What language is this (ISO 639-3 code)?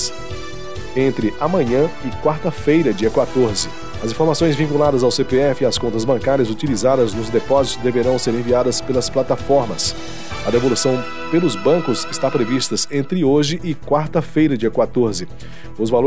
por